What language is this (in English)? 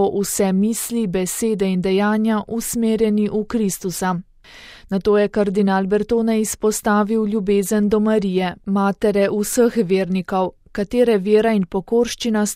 Slovenian